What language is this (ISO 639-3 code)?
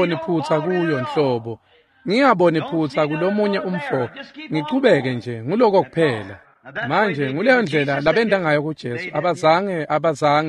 ssw